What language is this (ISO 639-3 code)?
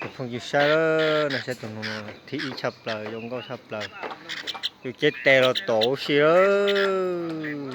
hmn